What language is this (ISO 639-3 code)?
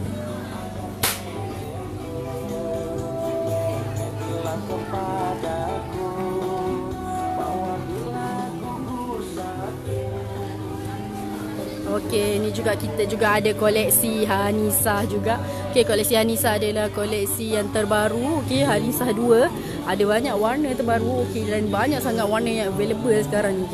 msa